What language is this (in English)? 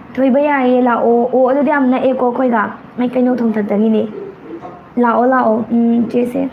Manipuri